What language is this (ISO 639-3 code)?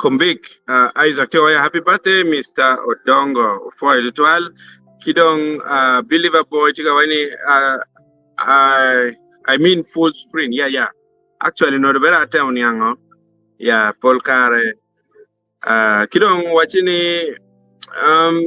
ach